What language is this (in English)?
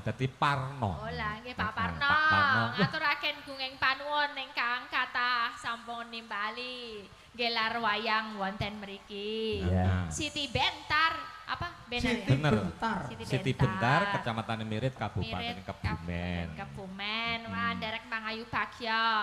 Javanese